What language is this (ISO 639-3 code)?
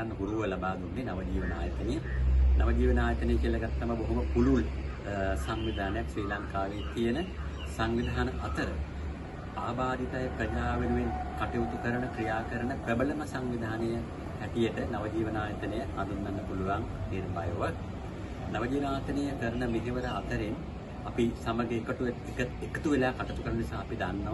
sin